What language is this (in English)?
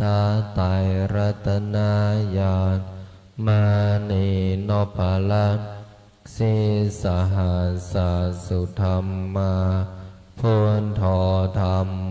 Pali